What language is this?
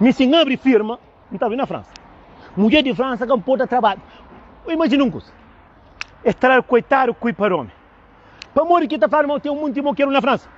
Kabuverdianu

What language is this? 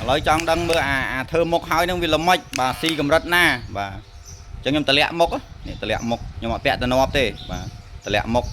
Khmer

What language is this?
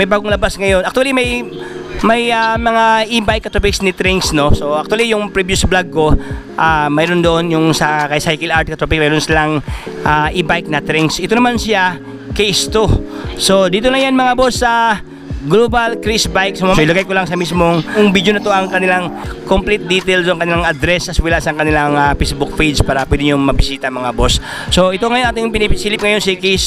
Filipino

